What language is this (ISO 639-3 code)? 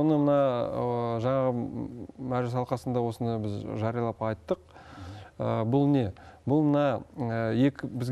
kaz